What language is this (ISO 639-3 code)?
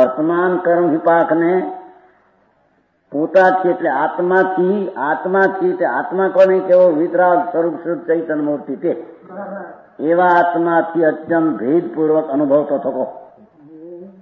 guj